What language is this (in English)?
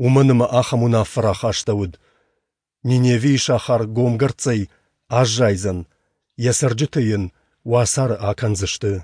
Ossetic